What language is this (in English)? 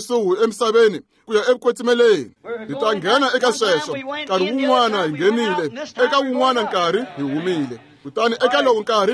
Tsonga